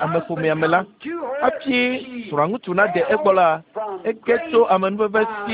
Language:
Ewe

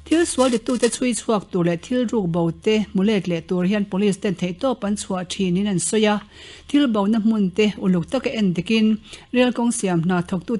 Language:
Mizo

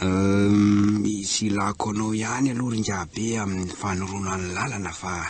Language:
Malagasy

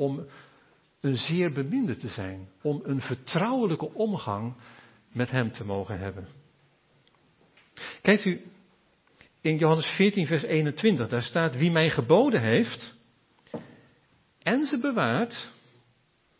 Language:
Dutch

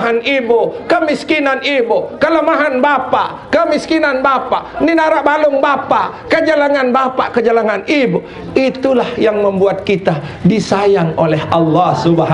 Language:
Sasak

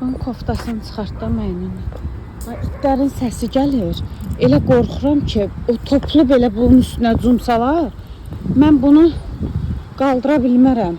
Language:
Azerbaijani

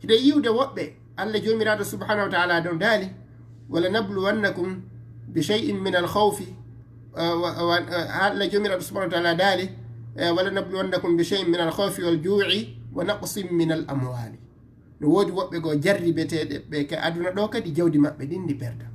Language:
Fula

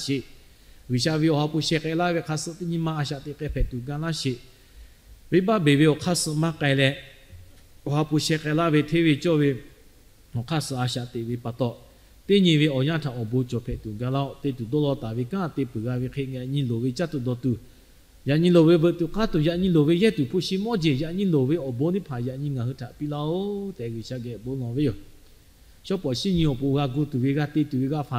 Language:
Lahu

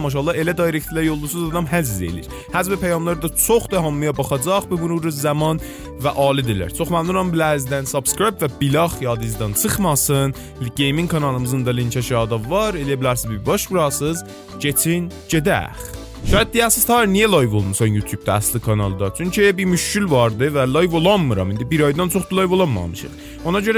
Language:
South Azerbaijani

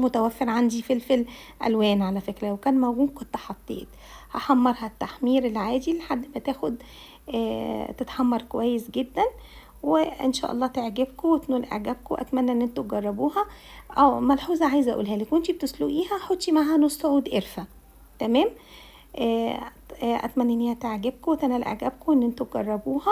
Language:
Egyptian Arabic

